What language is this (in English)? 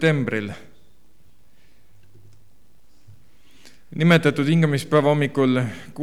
Estonian